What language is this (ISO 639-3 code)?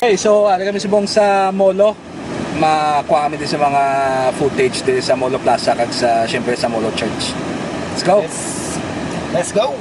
hil